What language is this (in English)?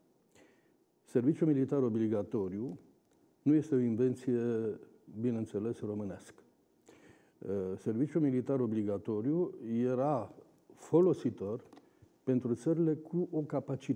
Romanian